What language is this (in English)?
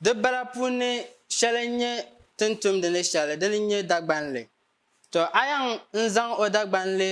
Dagbani